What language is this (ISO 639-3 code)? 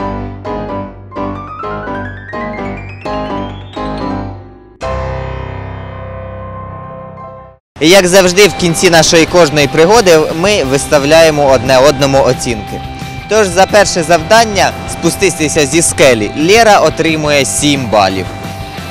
ukr